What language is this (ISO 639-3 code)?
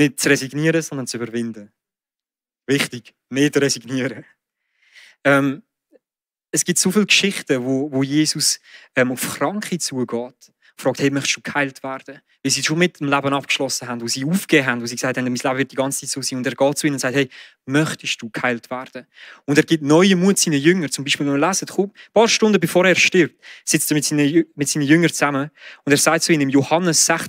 gsw